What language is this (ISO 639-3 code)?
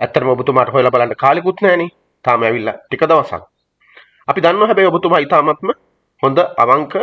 sin